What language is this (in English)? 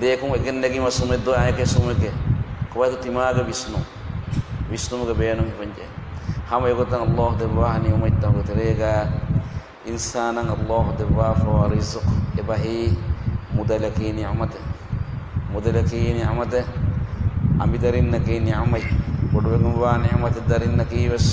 Divehi